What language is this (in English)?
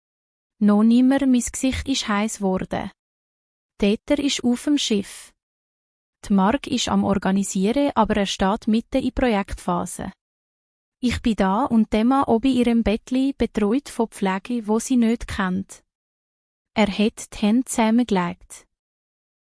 Swiss German